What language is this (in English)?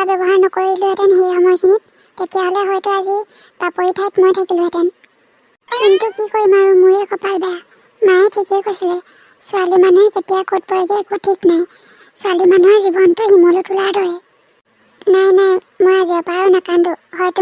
Assamese